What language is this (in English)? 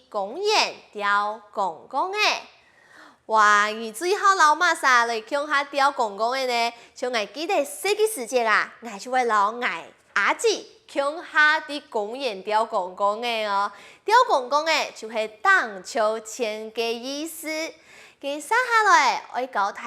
Hakka Chinese